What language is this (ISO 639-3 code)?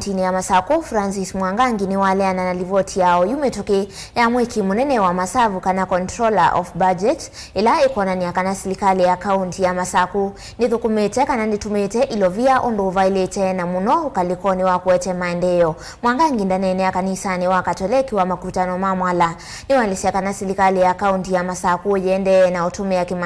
kam